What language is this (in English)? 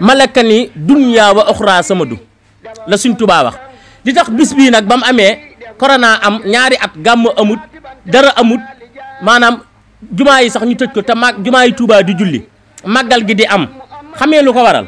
Wolof